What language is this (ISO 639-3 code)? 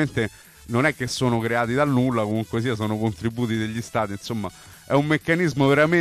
ita